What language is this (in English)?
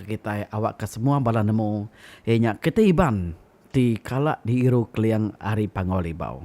Iban